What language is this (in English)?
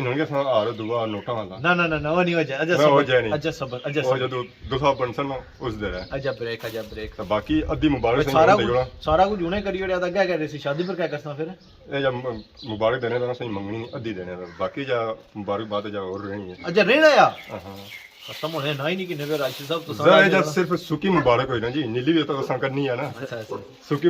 Pahari-Potwari